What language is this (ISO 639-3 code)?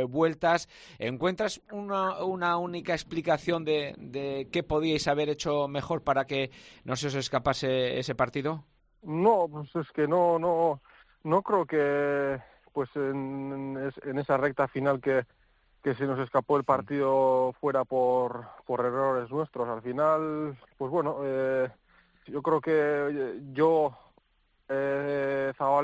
spa